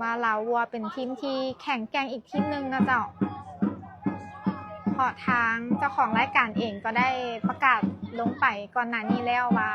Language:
Lao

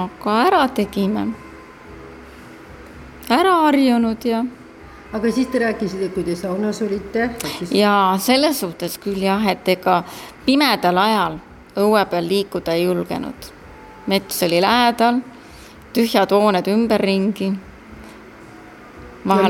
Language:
Estonian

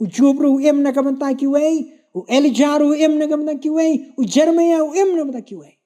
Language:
Khasi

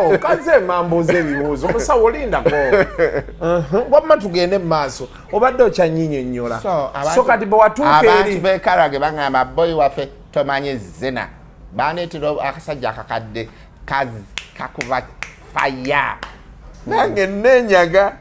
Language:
Ganda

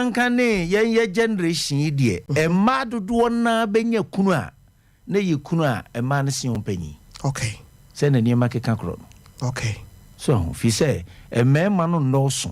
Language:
Akan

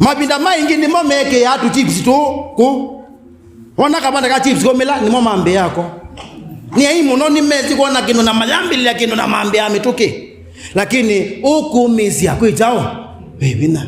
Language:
Kamba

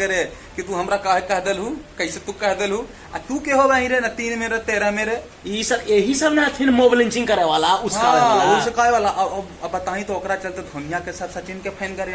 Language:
Magahi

